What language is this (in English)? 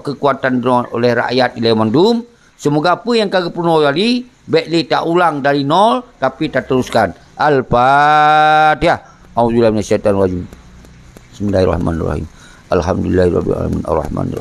Achinese